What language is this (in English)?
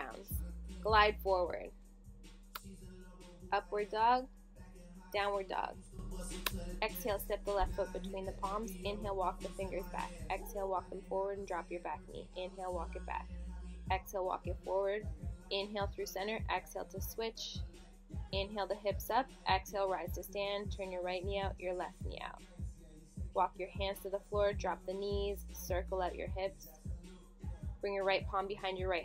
English